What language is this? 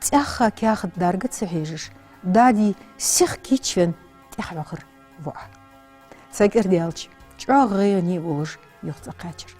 Ingush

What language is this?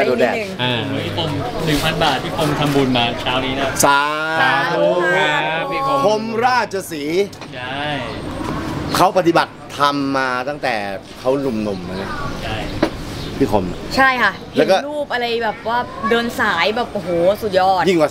Thai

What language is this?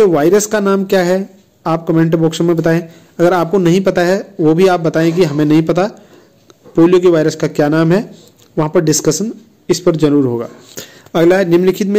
Hindi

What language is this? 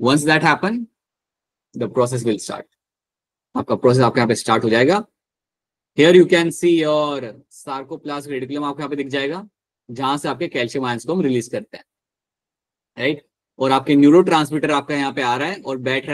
Hindi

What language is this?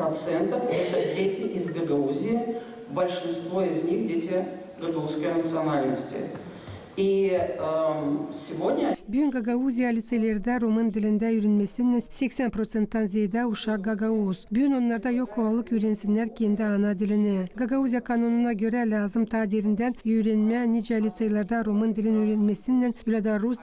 Gagauz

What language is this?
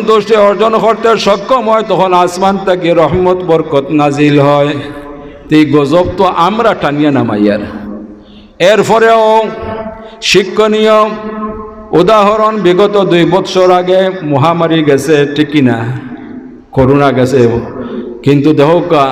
Sylheti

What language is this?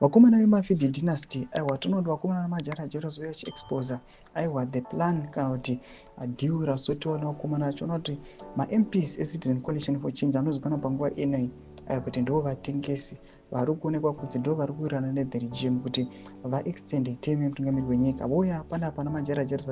Shona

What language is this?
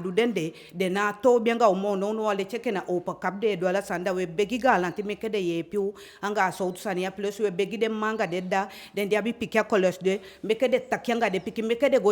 Eastern Maroon Creole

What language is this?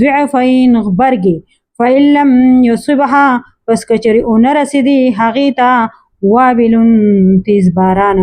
Pashto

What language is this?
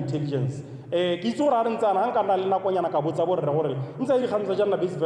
Tswana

